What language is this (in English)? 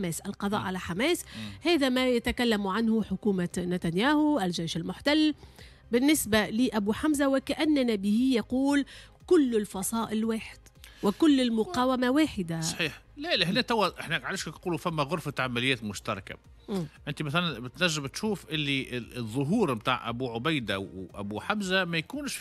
Tunisian Arabic